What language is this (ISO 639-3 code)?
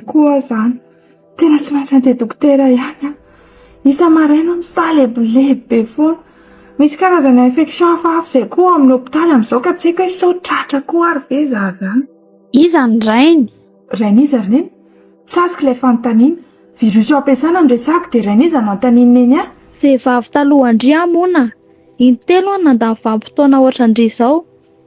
mlg